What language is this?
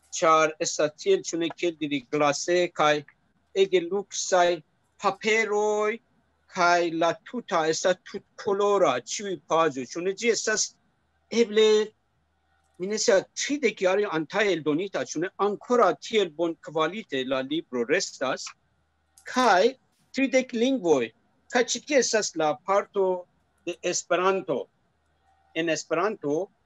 Esperanto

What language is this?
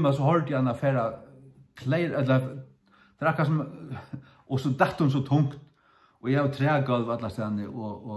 Faroese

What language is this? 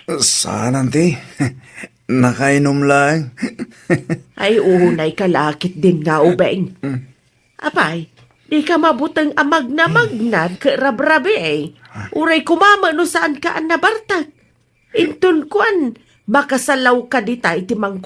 Iloko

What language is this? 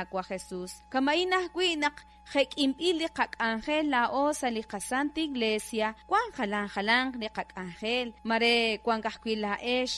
Kekchí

